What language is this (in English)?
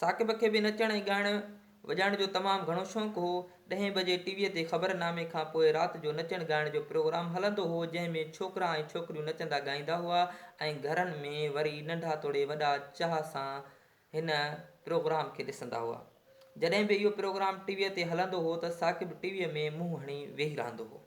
Sindhi